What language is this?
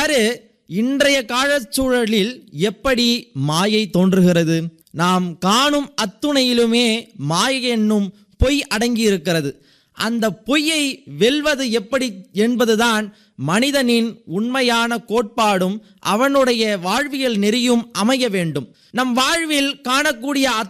Tamil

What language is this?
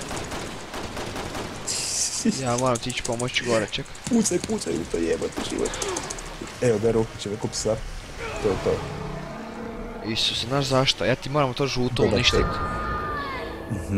Croatian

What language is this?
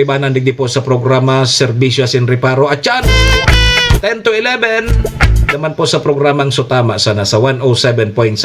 Bikol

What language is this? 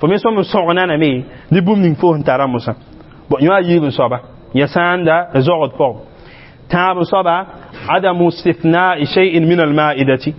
Mossi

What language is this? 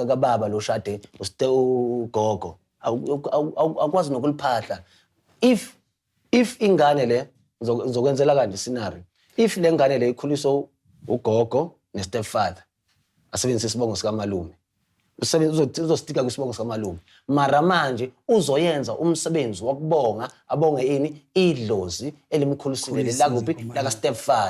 Zulu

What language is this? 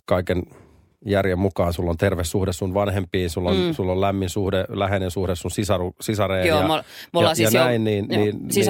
Finnish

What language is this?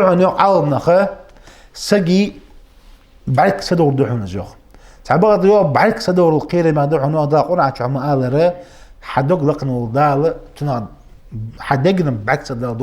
Ingush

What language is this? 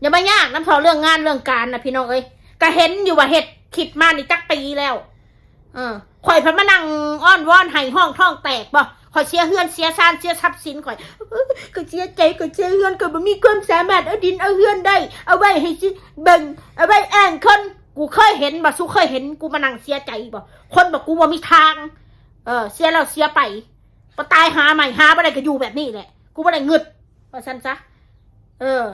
Northeastern Thai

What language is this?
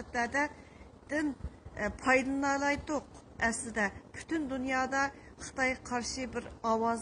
Uyghur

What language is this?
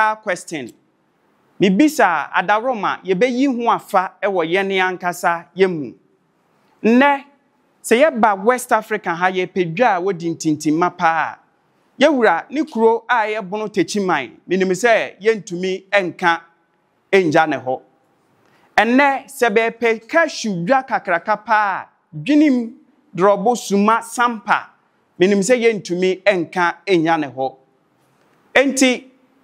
Akan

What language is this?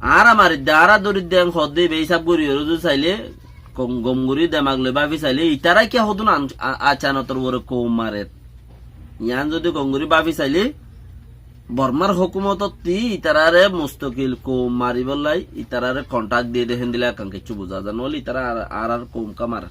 Rohingya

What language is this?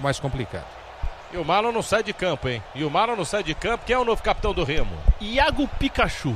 Portuguese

